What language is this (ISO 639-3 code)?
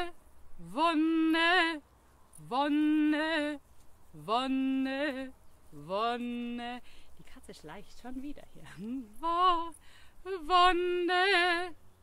deu